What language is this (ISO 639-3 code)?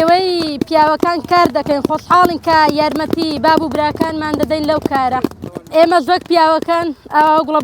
ckb